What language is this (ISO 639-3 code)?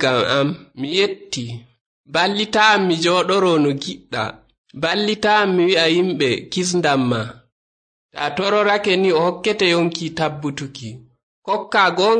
fuv